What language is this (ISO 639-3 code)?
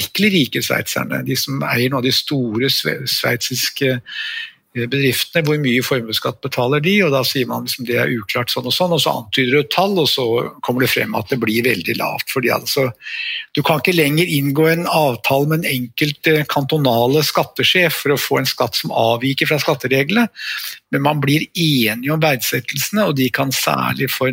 nor